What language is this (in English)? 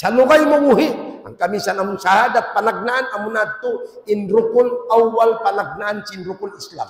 Tausug